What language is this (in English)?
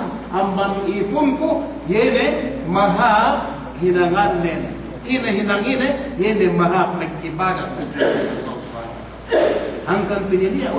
Yakan